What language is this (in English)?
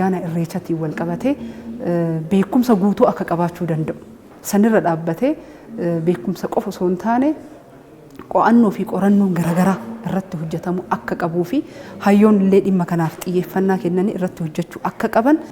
Oromo